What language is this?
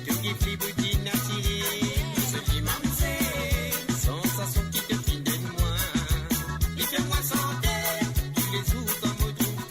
Morisyen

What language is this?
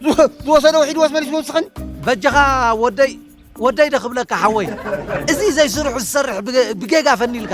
Tigrinya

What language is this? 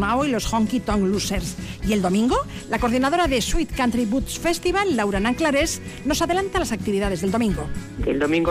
Spanish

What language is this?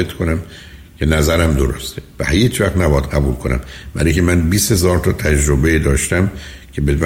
Persian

